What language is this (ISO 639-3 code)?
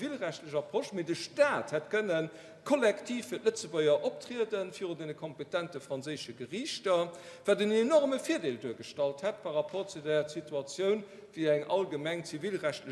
ltz